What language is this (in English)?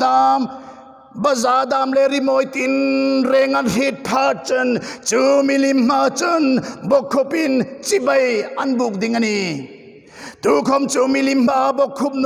Hmar